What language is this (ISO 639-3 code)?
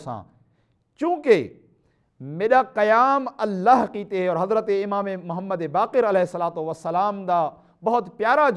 skr